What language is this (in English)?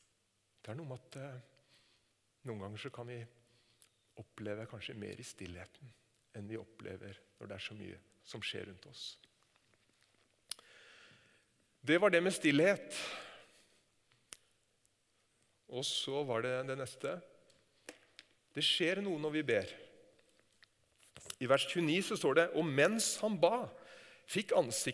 Norwegian